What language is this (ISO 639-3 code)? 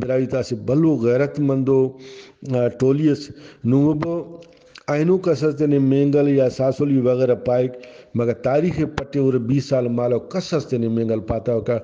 brh